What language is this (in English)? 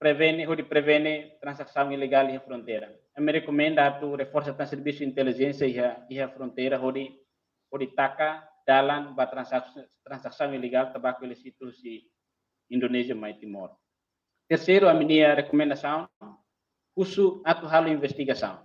Tetum